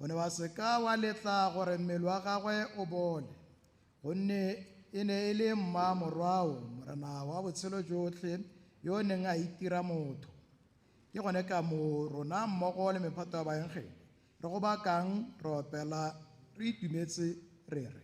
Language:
Tswana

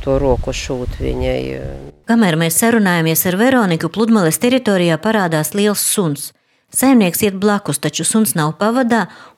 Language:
Latvian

